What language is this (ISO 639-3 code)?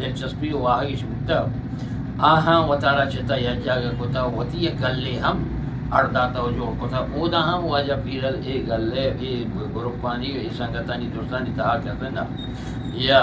bgp